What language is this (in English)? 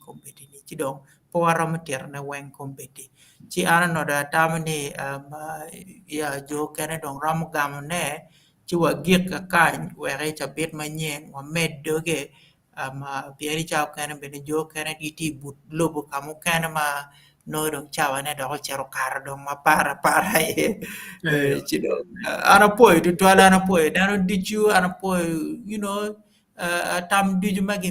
Acoli